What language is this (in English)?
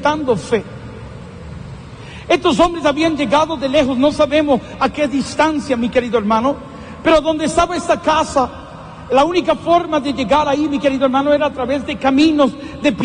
Spanish